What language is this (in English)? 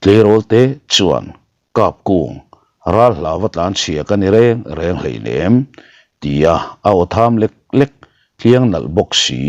Mizo